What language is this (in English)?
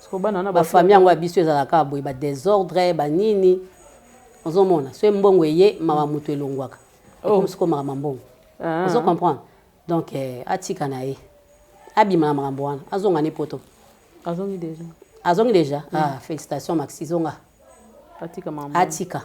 Lingala